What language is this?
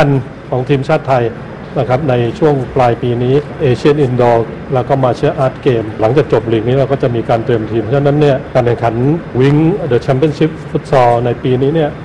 Thai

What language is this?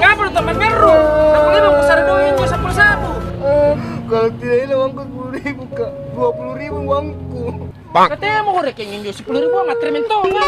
Makassar Malay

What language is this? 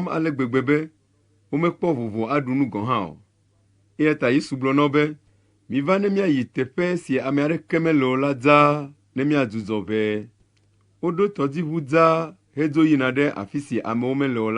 Ewe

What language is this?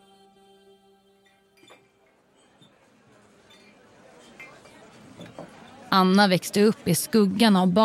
Swedish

